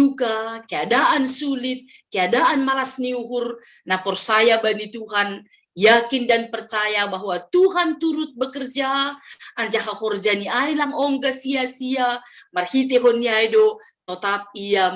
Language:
Batak Simalungun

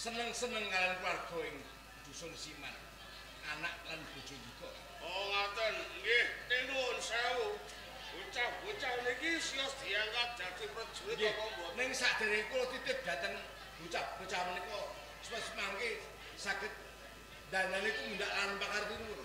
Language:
Javanese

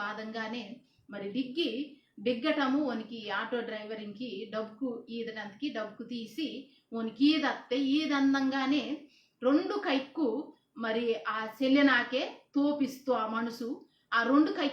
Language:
Koya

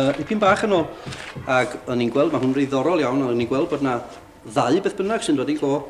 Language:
Welsh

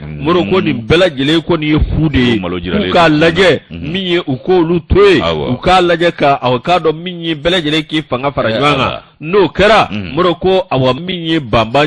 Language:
Bambara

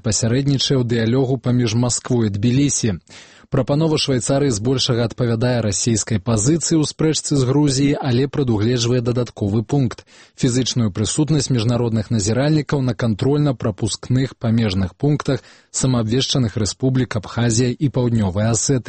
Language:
Belarusian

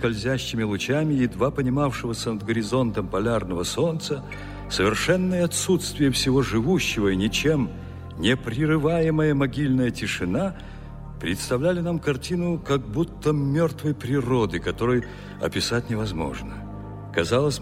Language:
Russian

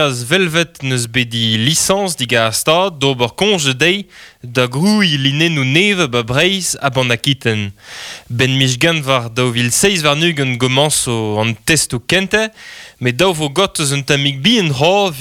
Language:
Breton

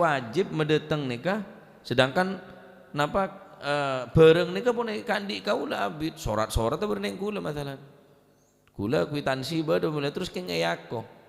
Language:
Madurese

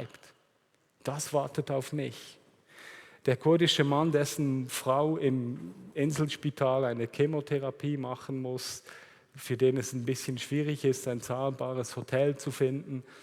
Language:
Swiss German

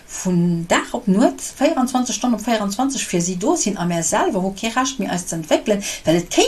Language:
Luxembourgish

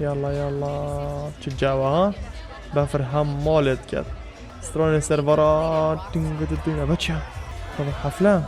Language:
Kurdish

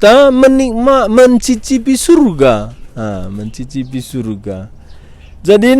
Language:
Batak Karo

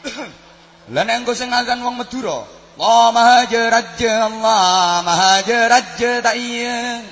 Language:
Javanese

